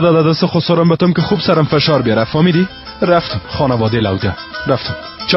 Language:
Persian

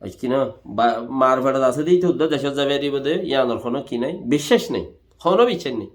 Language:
Rohingya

